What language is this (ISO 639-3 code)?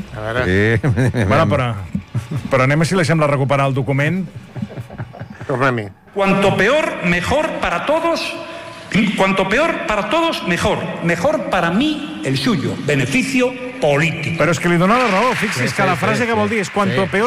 cat